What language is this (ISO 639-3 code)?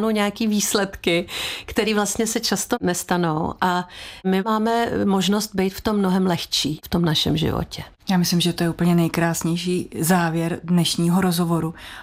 ces